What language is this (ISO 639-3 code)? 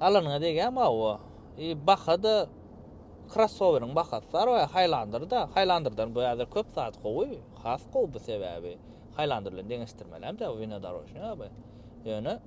tuk